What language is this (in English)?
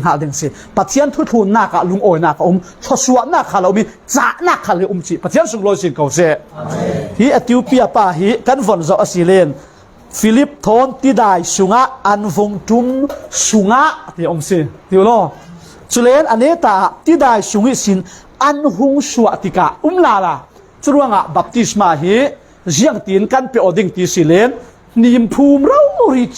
Falam Chin